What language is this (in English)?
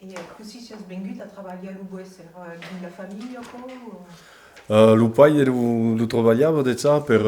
Occitan